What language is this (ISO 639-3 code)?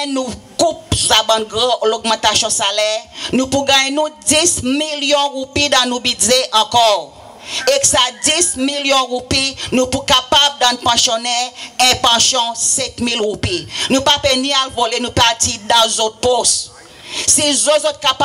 crs